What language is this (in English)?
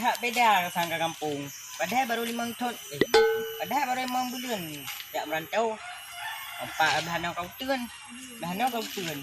Achinese